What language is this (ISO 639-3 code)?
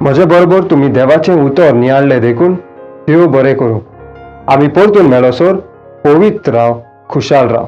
kok